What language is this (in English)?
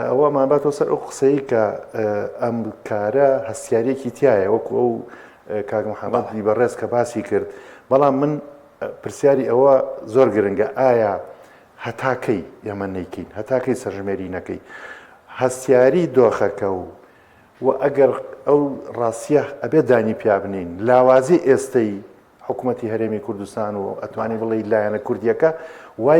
Central Kurdish